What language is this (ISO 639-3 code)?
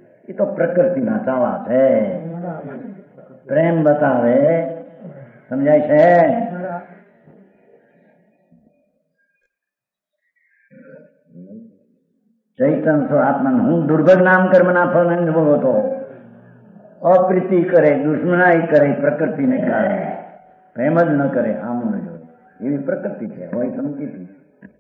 guj